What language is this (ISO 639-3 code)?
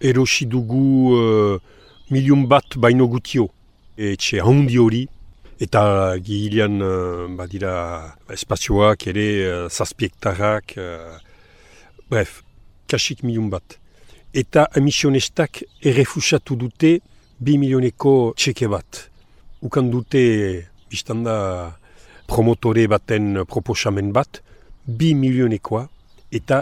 eus